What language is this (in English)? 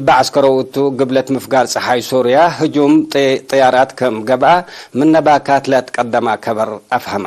Tigre